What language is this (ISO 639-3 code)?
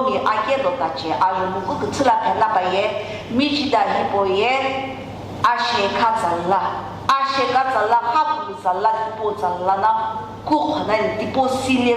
nsm